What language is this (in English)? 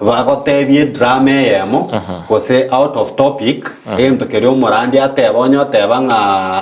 Gusii